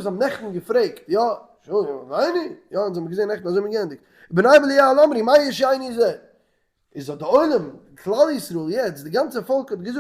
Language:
Yiddish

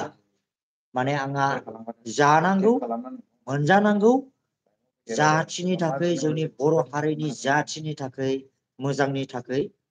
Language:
Bodo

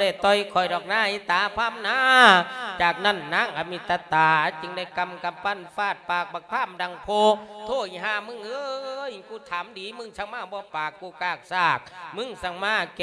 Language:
Lao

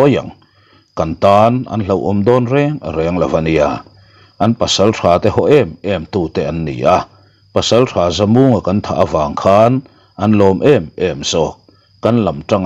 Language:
Mizo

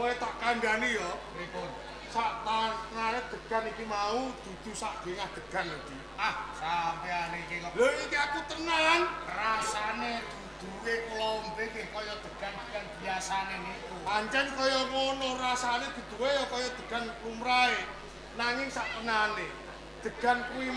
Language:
Javanese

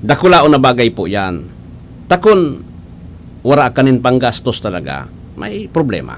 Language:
Bikol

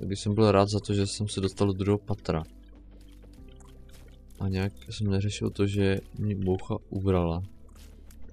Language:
Czech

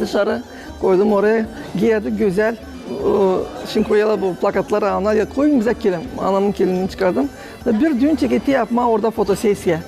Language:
Gagauz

